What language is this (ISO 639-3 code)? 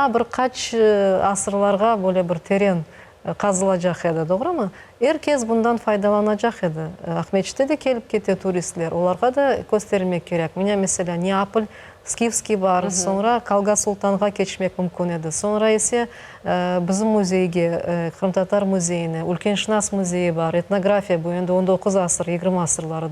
crh